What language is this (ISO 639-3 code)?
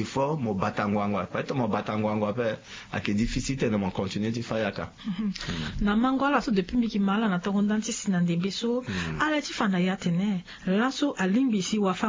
sag